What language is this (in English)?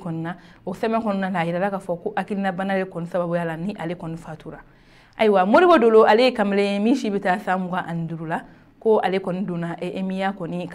Bambara